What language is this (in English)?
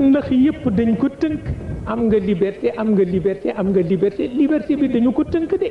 Wolof